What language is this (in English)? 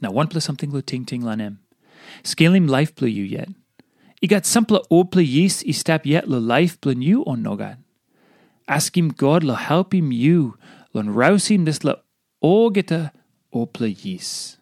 Tok Pisin